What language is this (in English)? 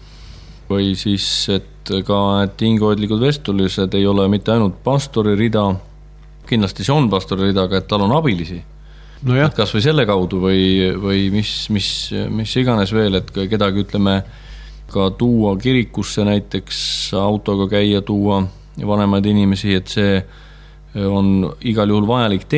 Estonian